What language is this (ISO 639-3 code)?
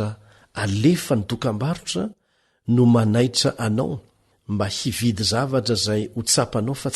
mlg